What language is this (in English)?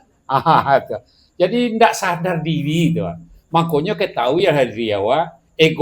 Minangkabau